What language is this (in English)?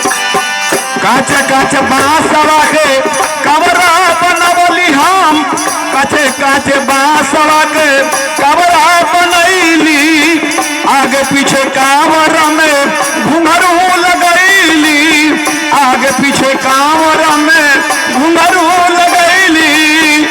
Magahi